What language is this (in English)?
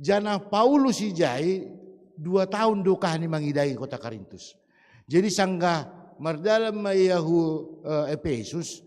Batak Simalungun